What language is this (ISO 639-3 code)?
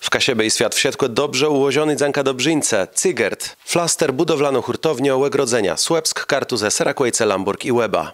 csb